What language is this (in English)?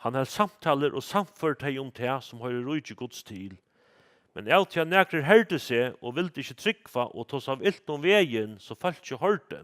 Faroese